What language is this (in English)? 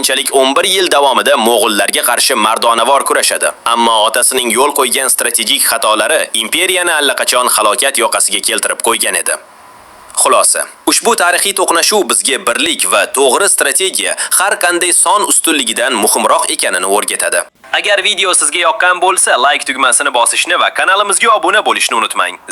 Uzbek